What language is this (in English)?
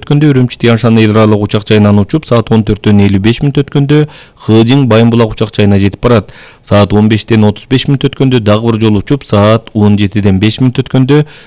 Kyrgyz